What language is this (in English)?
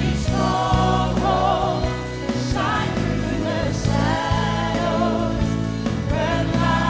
Fijian